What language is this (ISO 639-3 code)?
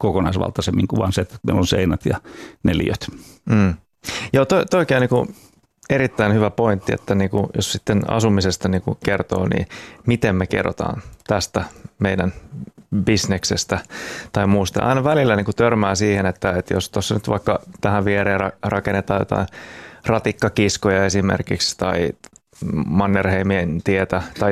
fin